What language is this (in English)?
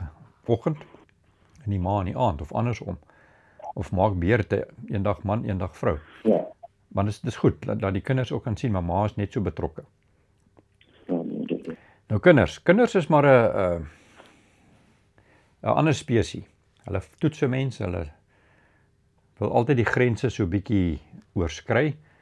Afrikaans